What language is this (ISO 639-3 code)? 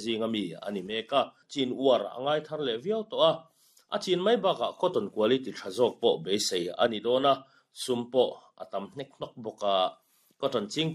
lus